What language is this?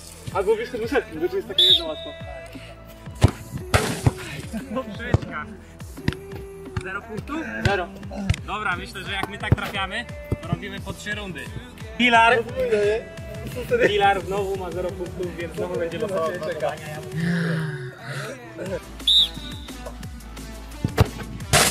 Polish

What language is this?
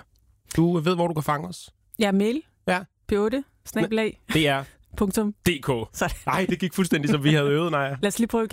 Danish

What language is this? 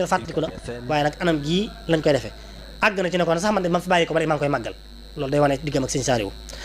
Wolof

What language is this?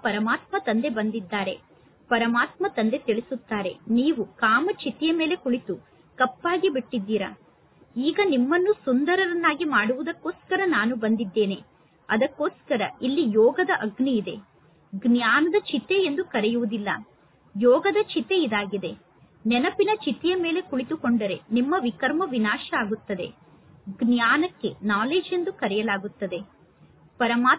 Kannada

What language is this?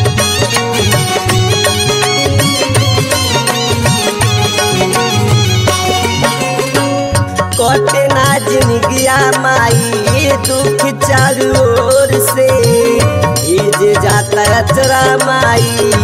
Bhojpuri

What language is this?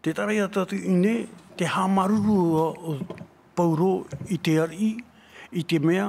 Tahitian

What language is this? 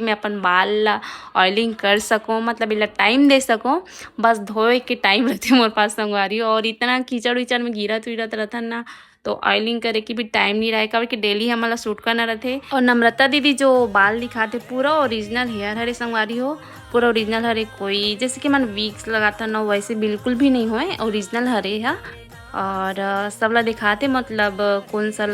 Chhattisgarhi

